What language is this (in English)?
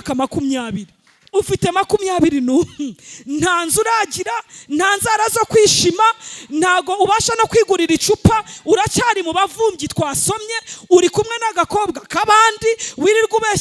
Kinyarwanda